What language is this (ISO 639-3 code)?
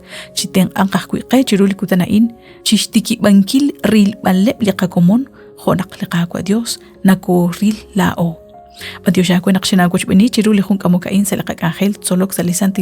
kek